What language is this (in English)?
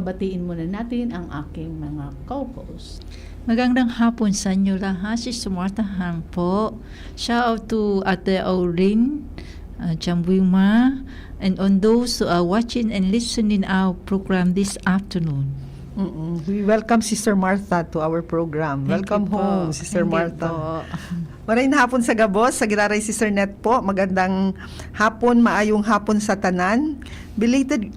Bikol